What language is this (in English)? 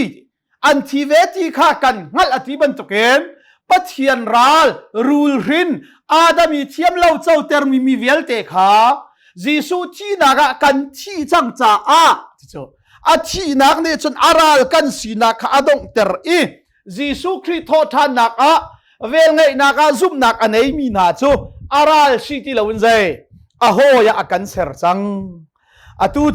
Hakha Chin